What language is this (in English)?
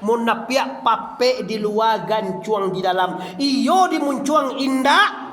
Minangkabau